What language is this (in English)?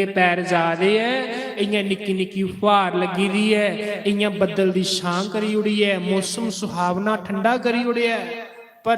Dogri